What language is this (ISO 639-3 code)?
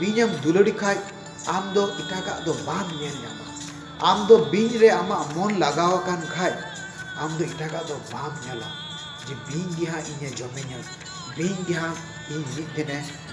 sat